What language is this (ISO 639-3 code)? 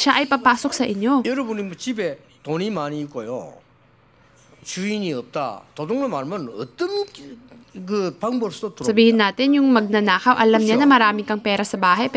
fil